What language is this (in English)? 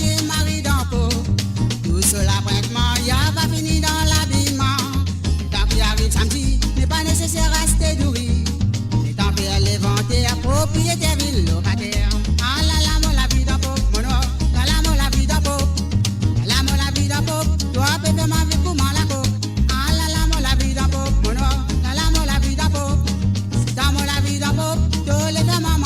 Morisyen